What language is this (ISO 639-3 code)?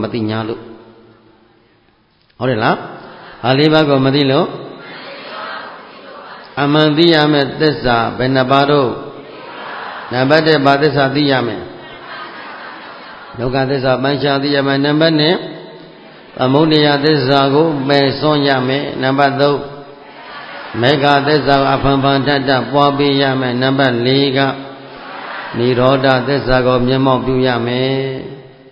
mya